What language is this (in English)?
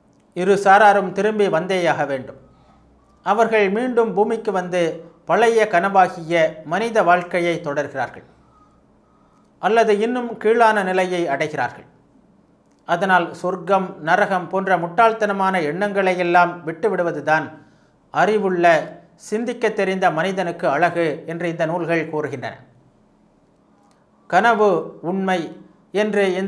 Tamil